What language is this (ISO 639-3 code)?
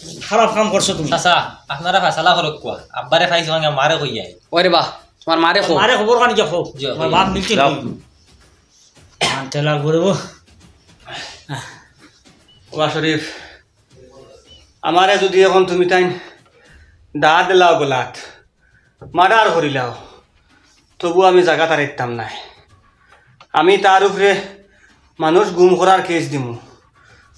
syl